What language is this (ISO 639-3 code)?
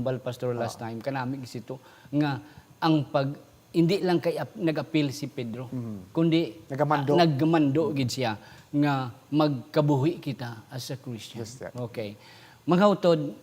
hil